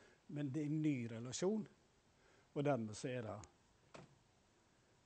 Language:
Norwegian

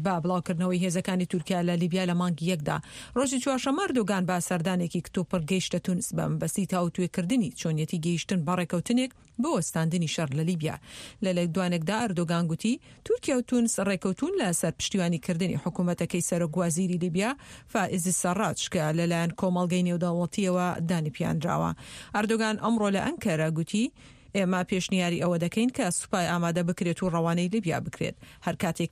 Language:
Central Kurdish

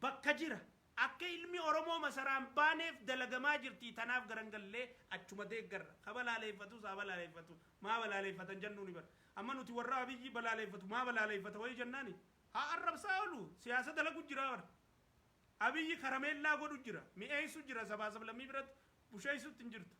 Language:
Oromo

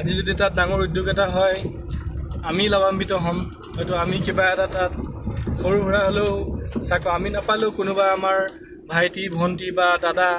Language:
Assamese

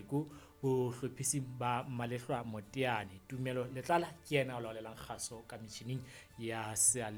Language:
Southern Sotho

